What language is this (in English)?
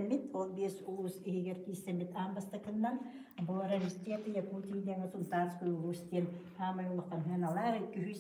Yakut